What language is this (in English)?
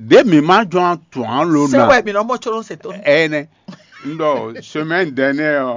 Fon